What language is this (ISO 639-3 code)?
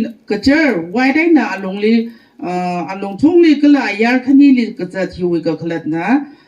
nmf